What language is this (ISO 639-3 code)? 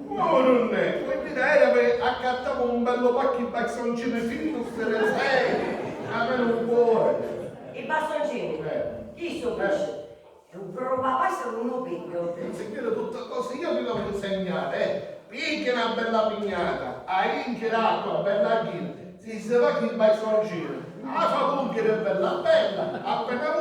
scn